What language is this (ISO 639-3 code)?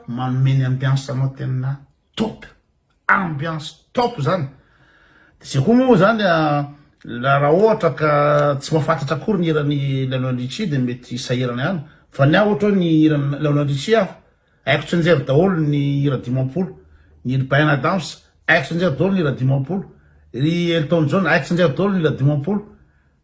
mlg